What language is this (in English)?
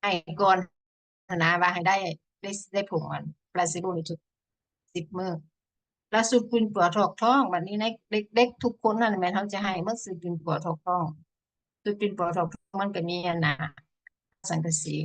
Lao